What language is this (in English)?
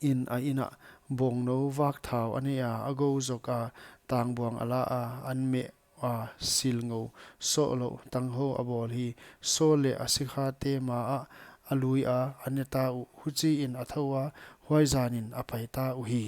Paite Chin